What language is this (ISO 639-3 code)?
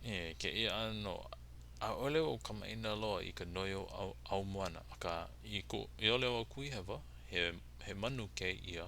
haw